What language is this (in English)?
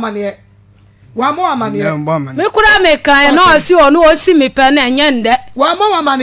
Akan